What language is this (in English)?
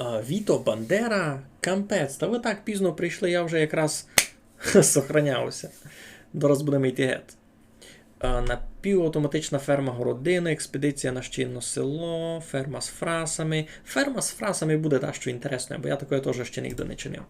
Rusyn